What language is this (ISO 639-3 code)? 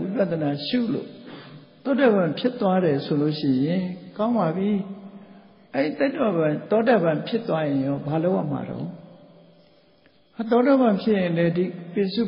mya